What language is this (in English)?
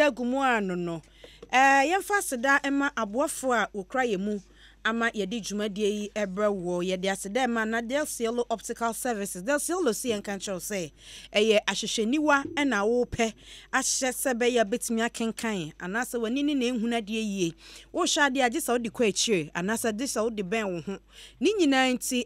Akan